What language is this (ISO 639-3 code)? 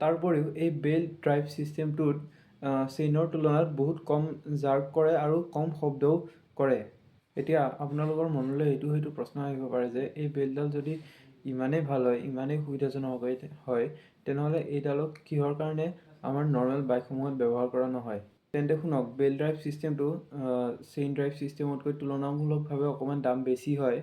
asm